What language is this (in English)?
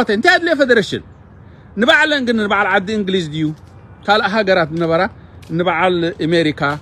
Tigrinya